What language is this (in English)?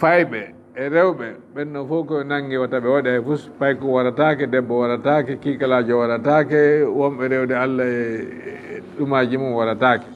Fula